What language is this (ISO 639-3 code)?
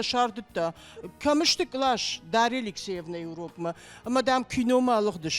oss